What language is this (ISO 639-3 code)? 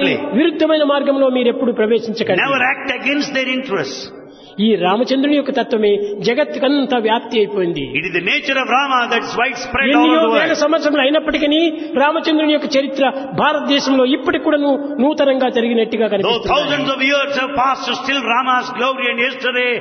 tel